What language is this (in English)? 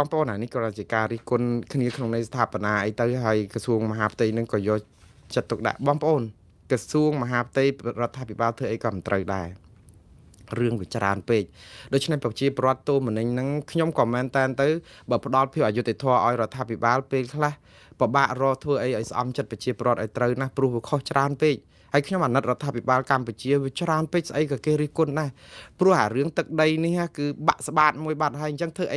Khmer